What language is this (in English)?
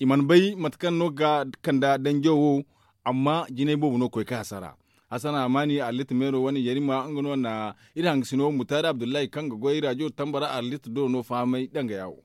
Zarma